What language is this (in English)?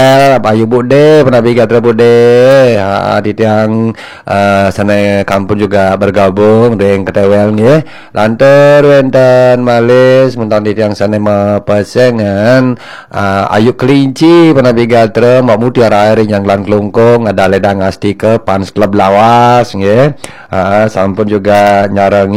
Balinese